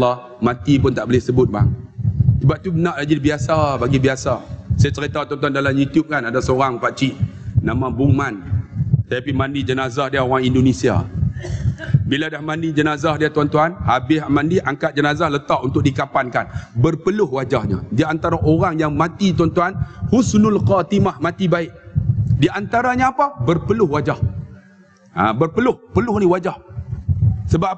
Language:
Malay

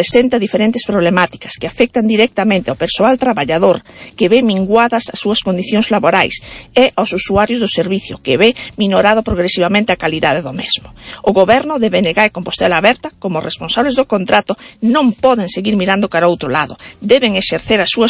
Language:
Galician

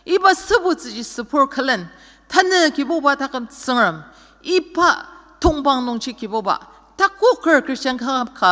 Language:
Ao Naga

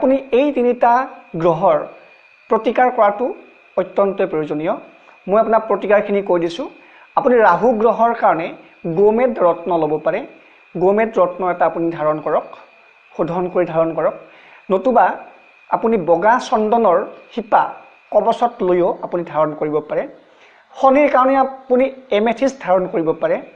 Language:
Assamese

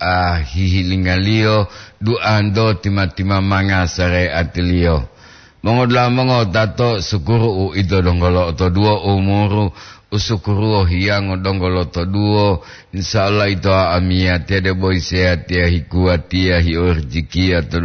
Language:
Gorontalo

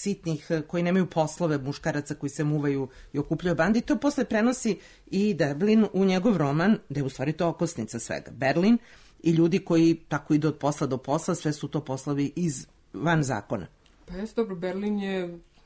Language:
Serbian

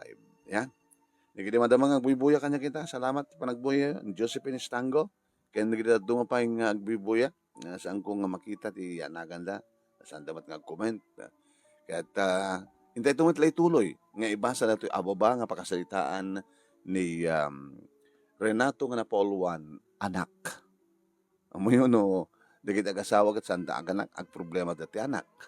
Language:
Iloko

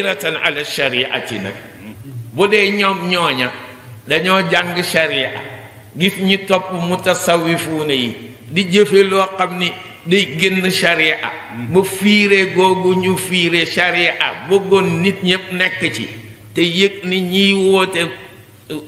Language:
Wolof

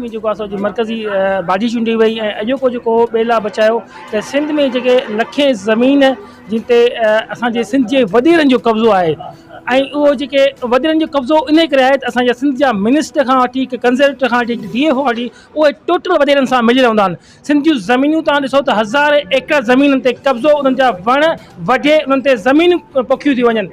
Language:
Sindhi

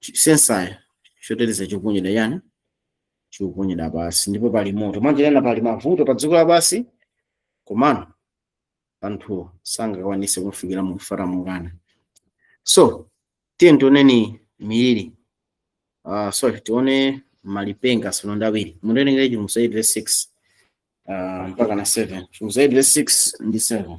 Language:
Nyanja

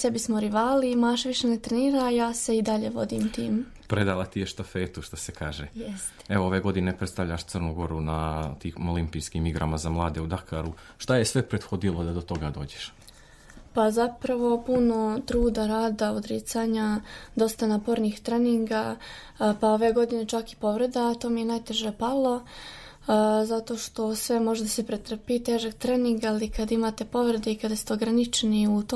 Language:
Serbian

